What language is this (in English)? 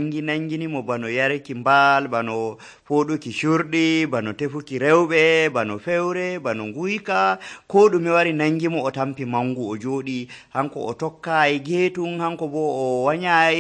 Nigerian Fulfulde